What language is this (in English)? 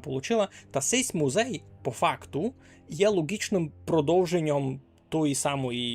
Rusyn